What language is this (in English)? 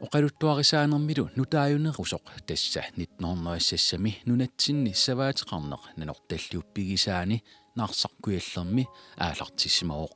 Kalaallisut